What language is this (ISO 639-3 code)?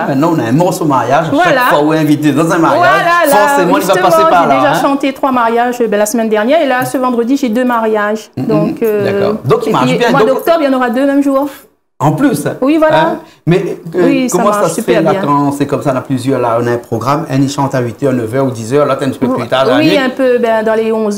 rcf